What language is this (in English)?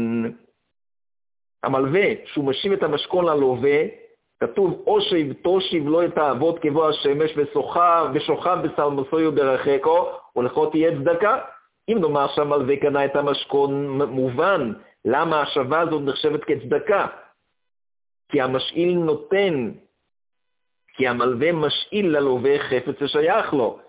Hebrew